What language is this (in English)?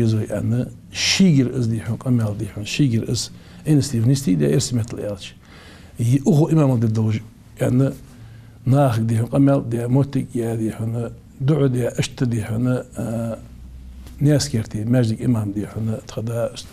Ingush